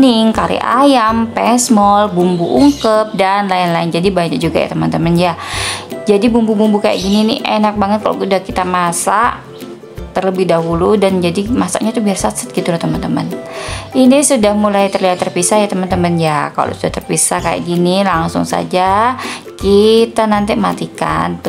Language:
Indonesian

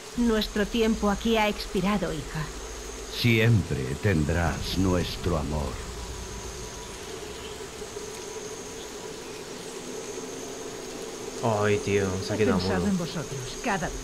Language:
Spanish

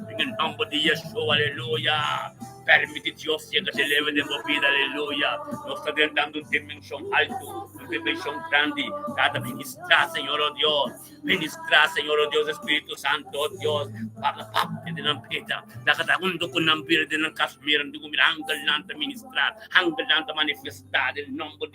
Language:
Papiamento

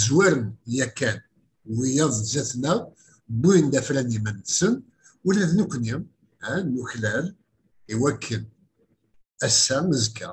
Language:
Kabyle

